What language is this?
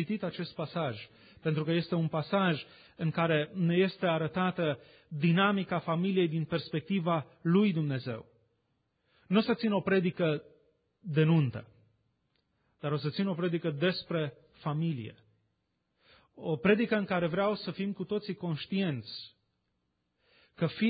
Romanian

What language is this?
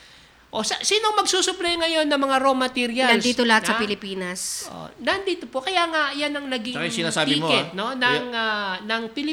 Filipino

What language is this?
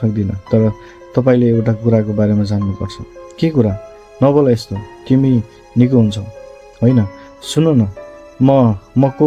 Nepali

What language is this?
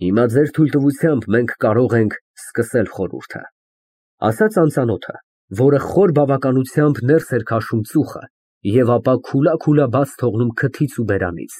Armenian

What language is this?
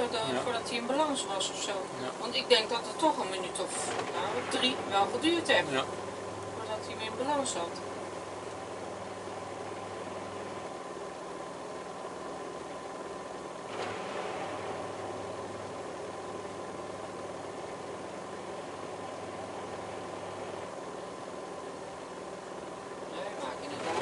Dutch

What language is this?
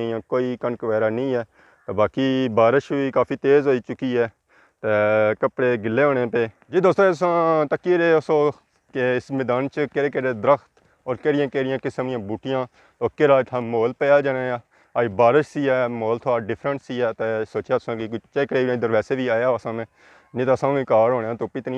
Pahari-Potwari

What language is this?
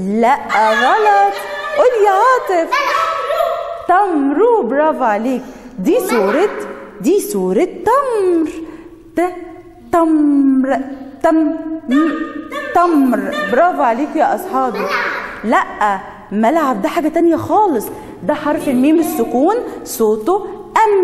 Egyptian Arabic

